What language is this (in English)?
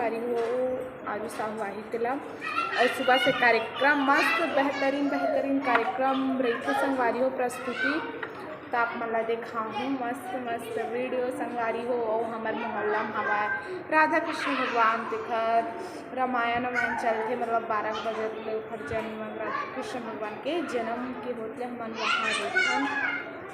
Chhattisgarhi